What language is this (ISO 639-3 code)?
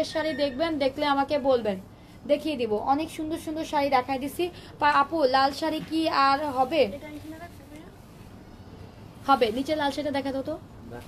ben